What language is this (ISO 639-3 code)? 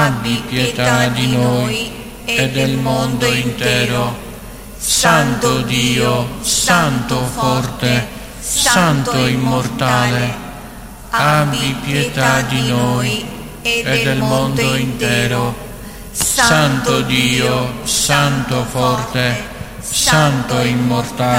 ita